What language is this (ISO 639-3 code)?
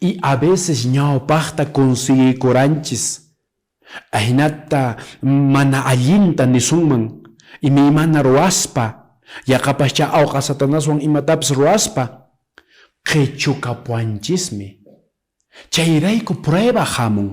que